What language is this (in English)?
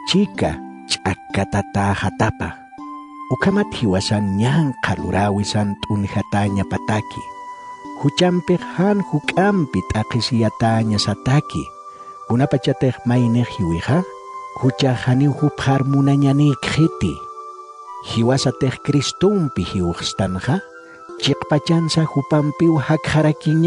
Aymara